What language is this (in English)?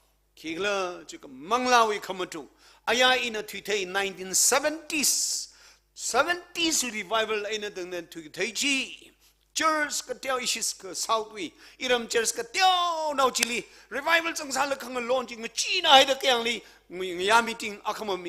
Tangkhul Naga (India)